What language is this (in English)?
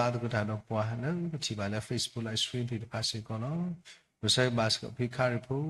S'gaw Karen